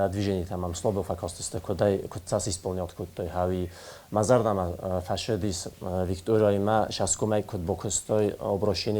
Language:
Ossetic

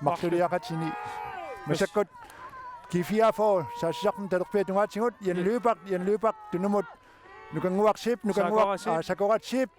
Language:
Kalaallisut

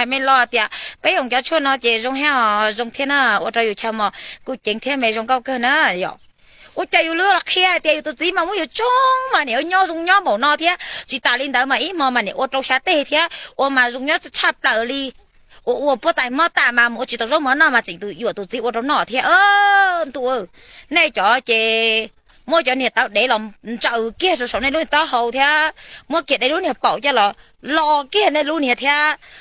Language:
Hmong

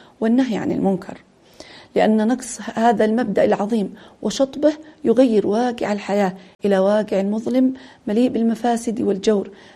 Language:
Arabic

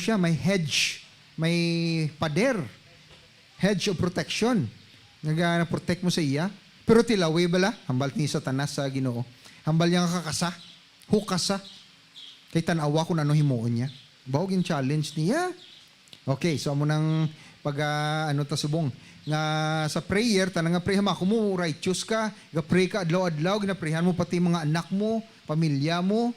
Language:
Hiligaynon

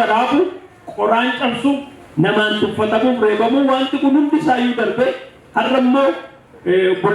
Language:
Oromo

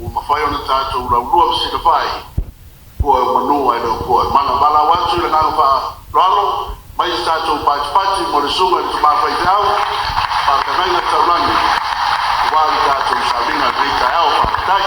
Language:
Samoan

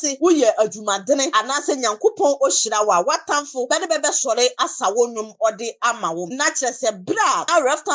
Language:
Akan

